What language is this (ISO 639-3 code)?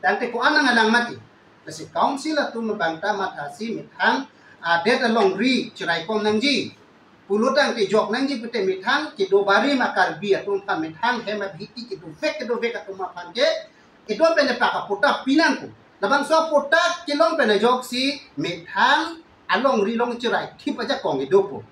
mjw